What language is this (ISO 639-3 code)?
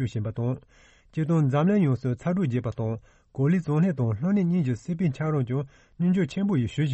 bod